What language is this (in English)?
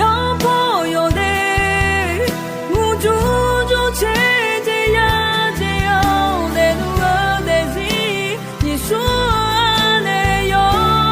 Akha